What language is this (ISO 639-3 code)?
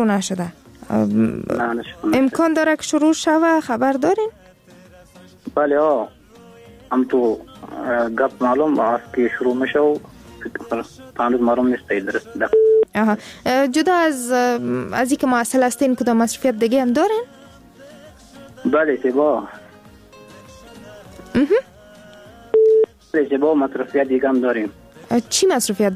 fas